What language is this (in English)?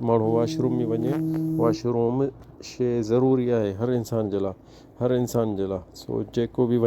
Sindhi